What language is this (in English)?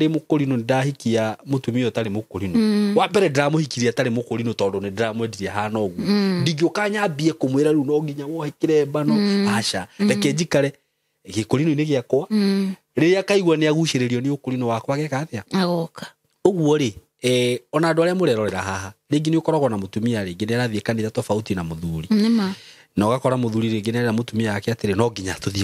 Kikuyu